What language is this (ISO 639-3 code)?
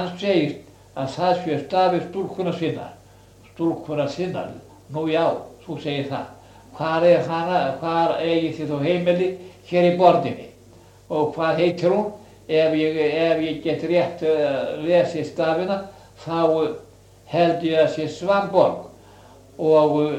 isl